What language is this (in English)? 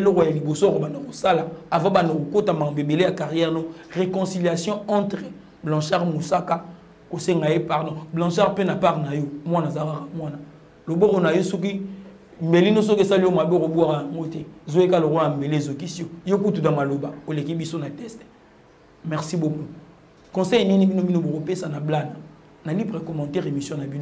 Lingala